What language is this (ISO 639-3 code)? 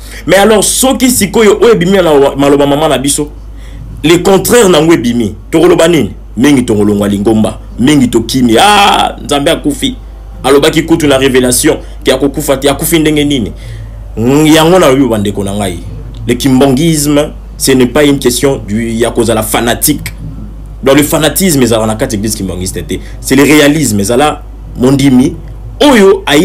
lin